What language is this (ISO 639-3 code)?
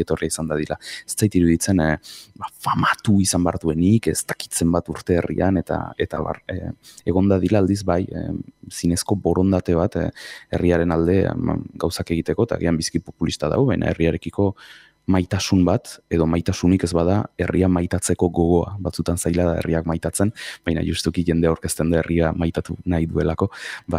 eus